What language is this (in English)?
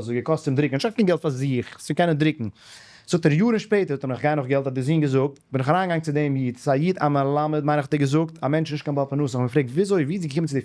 Yiddish